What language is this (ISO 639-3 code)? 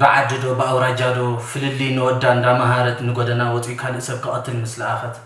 tir